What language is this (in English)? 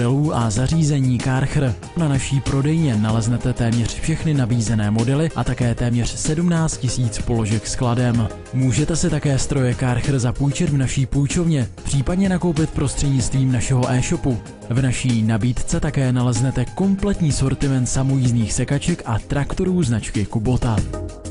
Czech